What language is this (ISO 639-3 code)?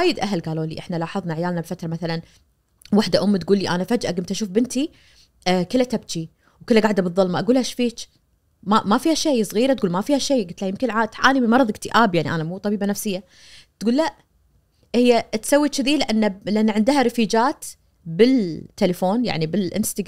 ars